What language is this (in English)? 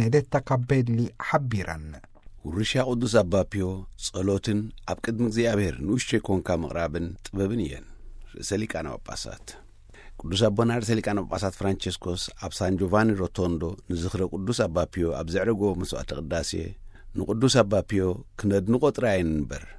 Tigrinya